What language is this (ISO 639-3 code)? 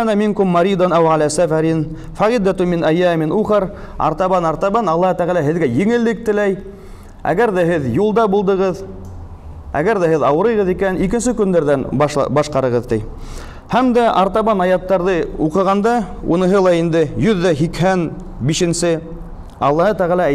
bak